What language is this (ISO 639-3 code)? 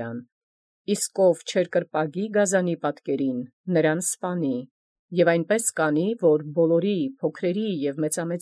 hye